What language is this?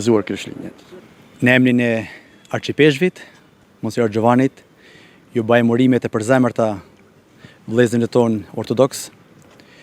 Albanian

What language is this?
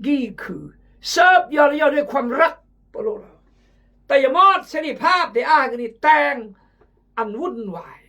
Khmu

